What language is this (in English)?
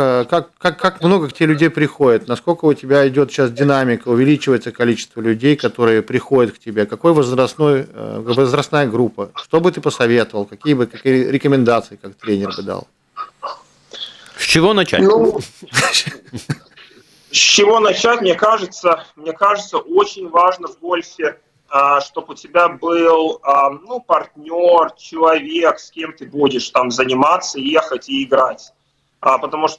Russian